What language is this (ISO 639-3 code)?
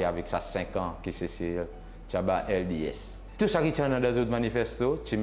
crs